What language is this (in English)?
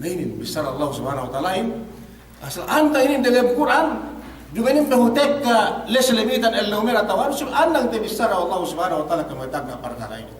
Yakan